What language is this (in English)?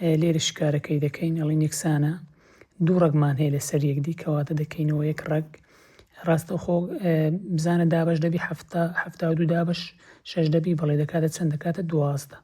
Central Kurdish